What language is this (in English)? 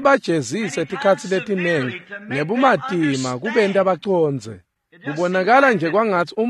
Swati